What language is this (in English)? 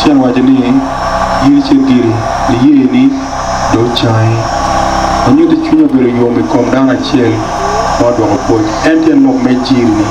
Acoli